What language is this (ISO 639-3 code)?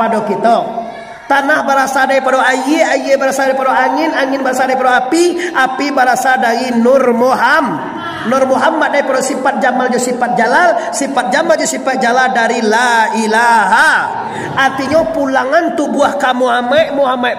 min